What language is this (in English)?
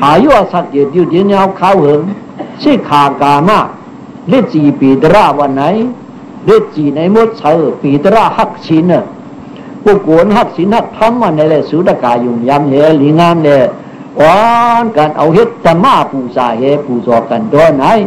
Shan